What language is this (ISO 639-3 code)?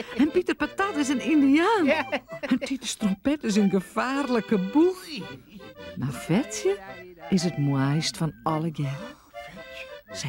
fry